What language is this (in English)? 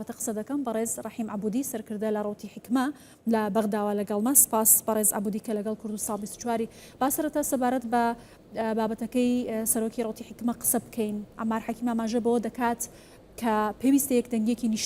Central Kurdish